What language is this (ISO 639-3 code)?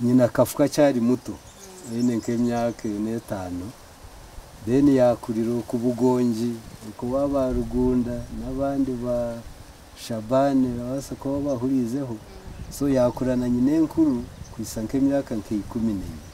nyn